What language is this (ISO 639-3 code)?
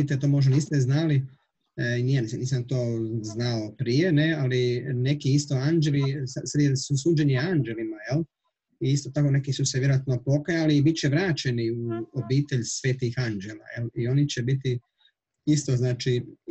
hrv